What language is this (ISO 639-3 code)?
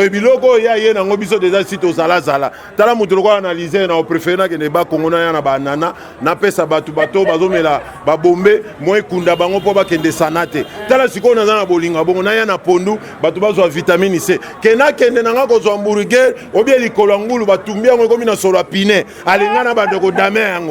lin